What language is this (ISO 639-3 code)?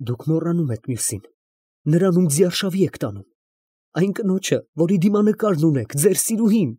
hye